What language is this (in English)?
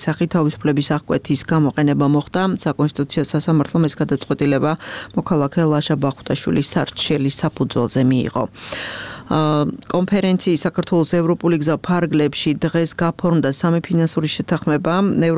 Georgian